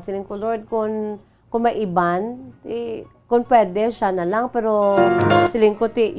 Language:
Hiligaynon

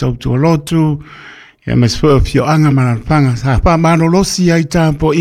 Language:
Samoan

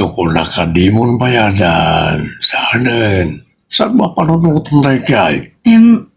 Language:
Iloko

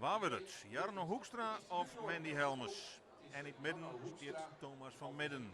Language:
Western Frisian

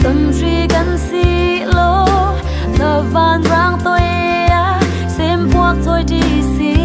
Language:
Hakha Chin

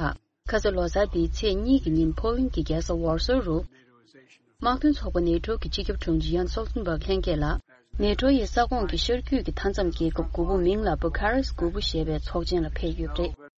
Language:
Tibetan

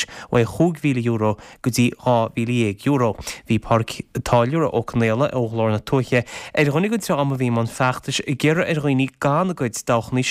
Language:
Irish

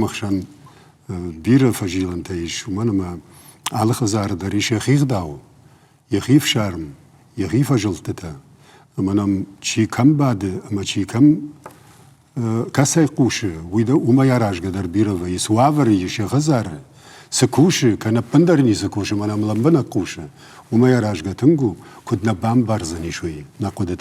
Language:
Ossetic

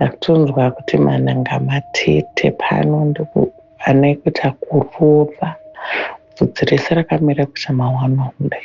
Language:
Shona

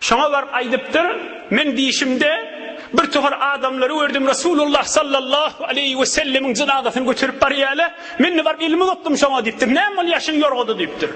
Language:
Turkmen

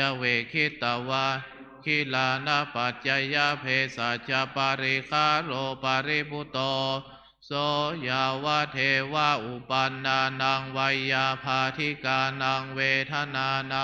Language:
Pali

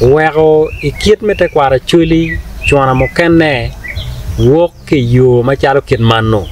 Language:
Acoli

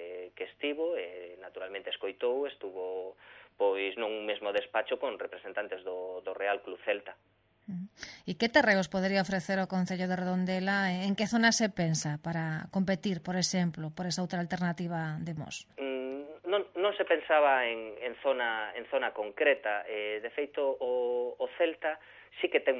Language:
Galician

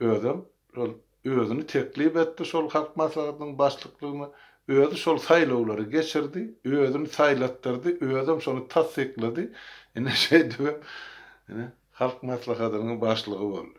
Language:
Turkmen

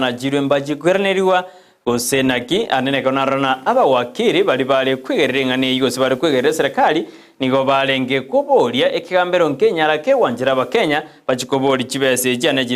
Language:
Gusii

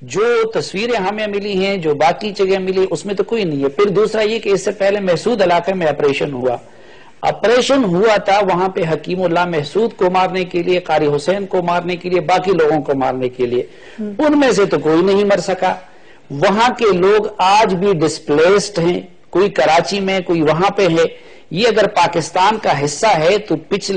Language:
Urdu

